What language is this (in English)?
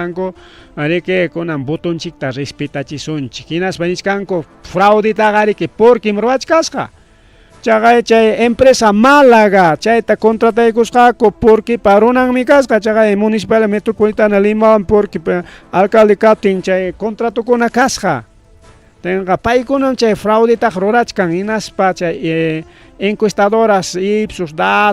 Ayacucho Quechua